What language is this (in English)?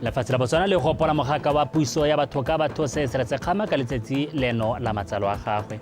Tswana